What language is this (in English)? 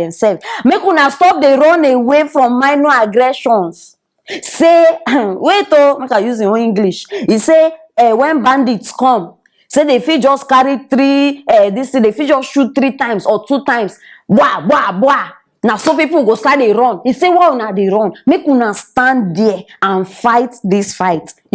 Nigerian Pidgin